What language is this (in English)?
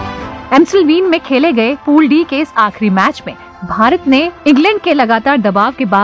Hindi